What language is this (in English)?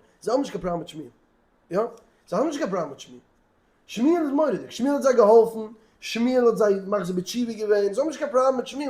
Yiddish